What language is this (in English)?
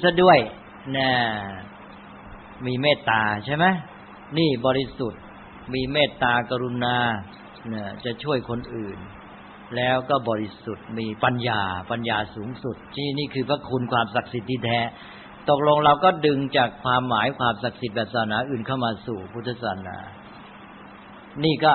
Thai